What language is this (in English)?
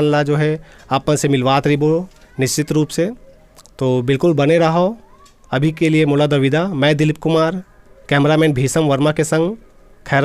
Chhattisgarhi